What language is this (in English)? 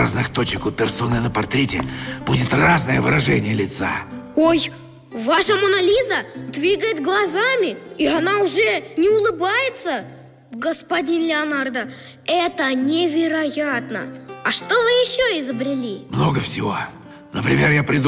Russian